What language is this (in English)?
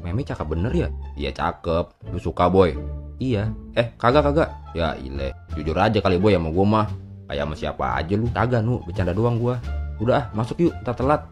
Betawi